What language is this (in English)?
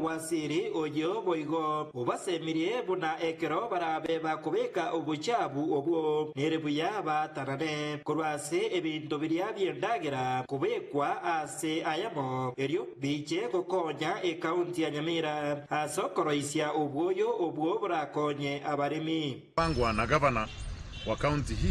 Gusii